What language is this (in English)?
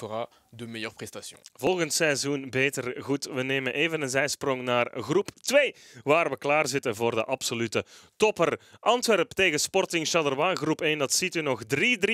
Dutch